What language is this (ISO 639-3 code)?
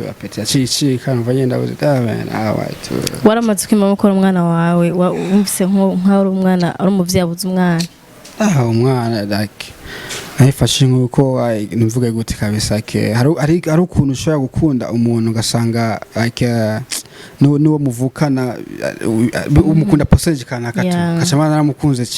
run